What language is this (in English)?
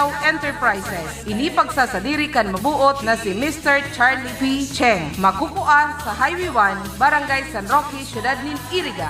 Bikol